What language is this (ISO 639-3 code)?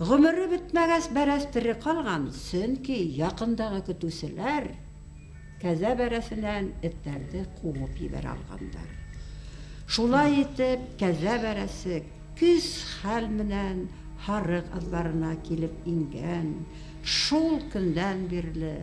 bak